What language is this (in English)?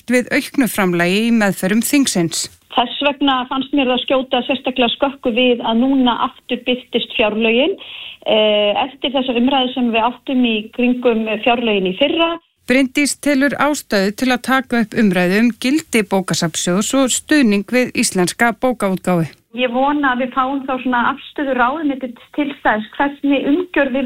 Icelandic